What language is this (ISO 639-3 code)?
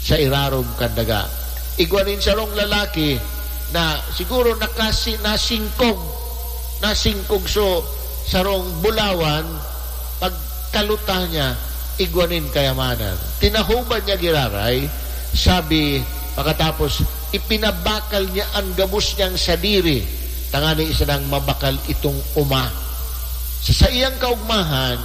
bik